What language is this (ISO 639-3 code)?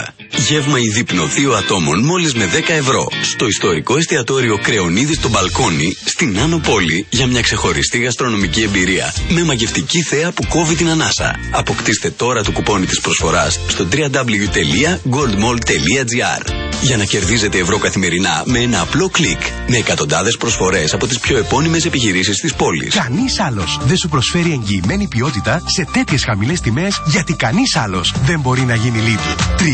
ell